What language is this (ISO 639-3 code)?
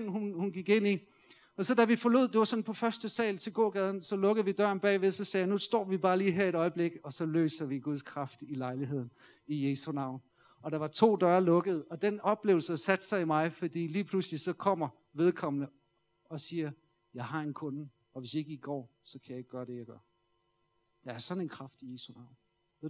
dan